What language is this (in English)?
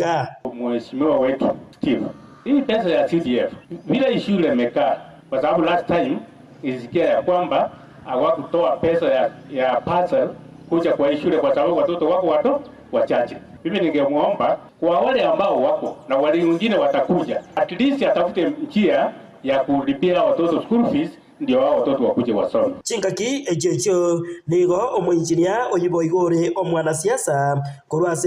Gusii